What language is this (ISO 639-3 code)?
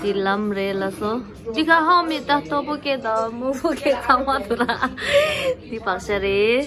bod